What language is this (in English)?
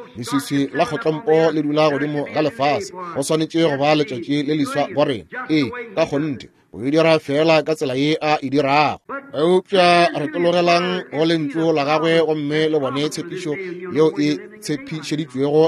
Northern Sotho